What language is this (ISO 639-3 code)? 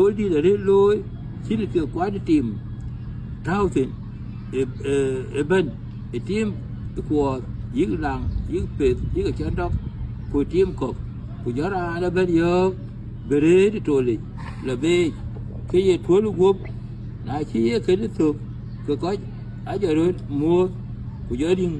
din